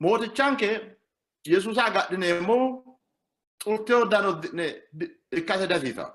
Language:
Sidamo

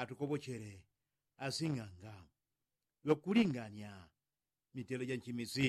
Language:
Yao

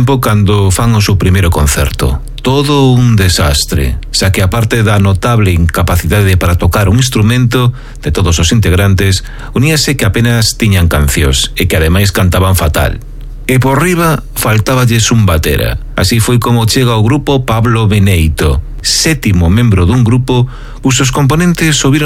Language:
Galician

